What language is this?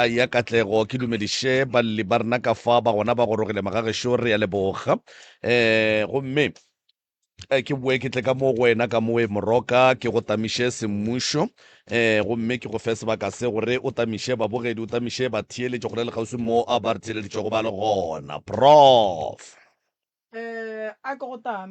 Northern Sotho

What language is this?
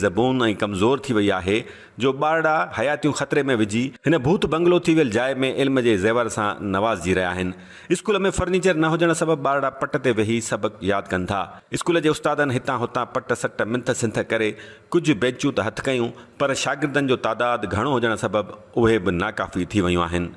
Sindhi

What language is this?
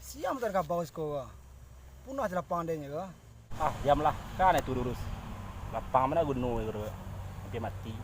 Minangkabau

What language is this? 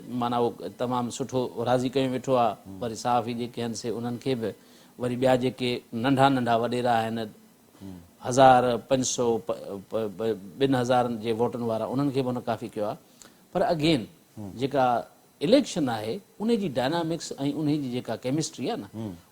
Sindhi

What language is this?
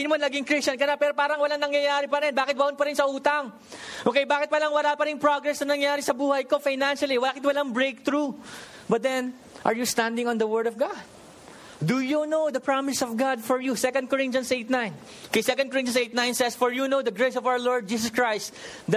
Filipino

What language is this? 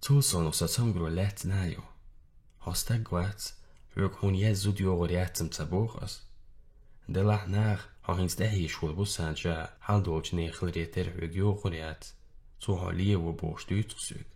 Chechen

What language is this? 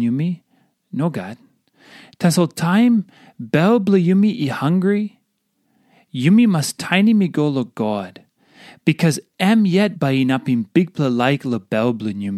Tok Pisin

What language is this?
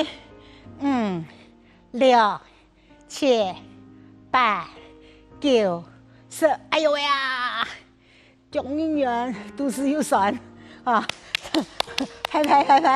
Hakka Chinese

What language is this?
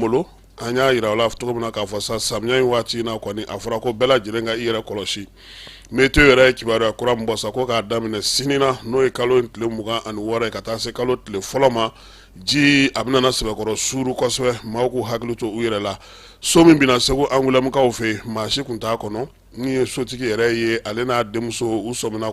Bambara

